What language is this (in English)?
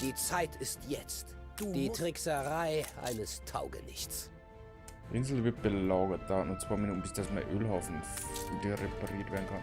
Bavarian